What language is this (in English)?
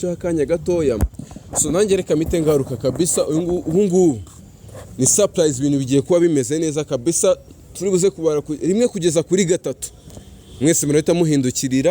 Kinyarwanda